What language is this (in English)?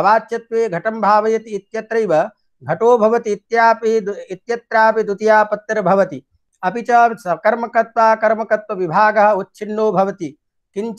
Sanskrit